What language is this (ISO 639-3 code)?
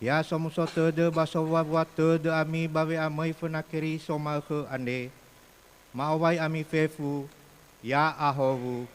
nia